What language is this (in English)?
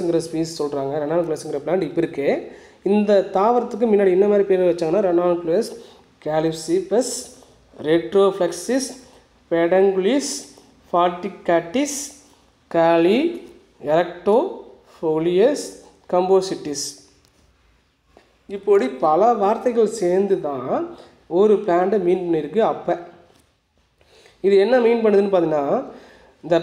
Tamil